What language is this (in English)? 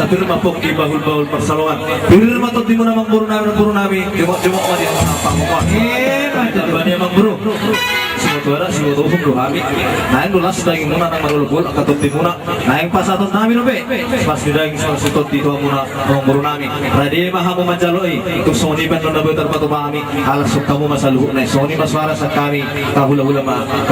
Batak Toba